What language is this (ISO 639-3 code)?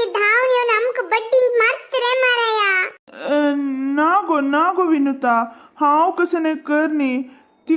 kok